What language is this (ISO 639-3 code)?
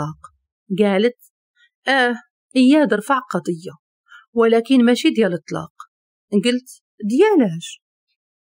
ary